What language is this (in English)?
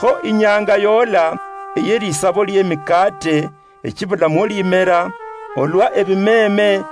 Luyia